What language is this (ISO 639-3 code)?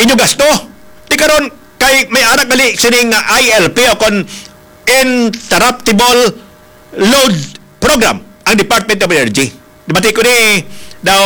hil